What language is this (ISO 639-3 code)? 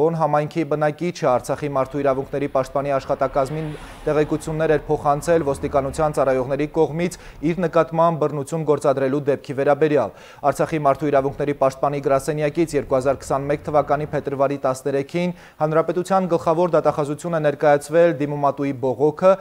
hye